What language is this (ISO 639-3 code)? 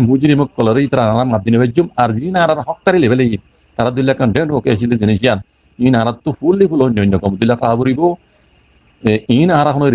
rhg